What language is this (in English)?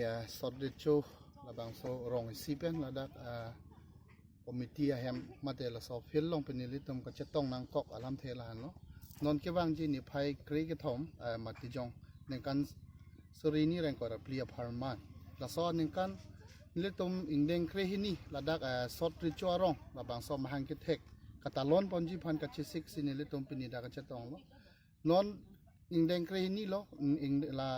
Karbi